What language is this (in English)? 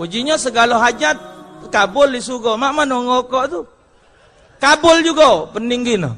Musi